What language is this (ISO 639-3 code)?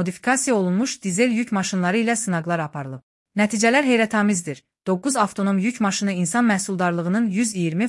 aze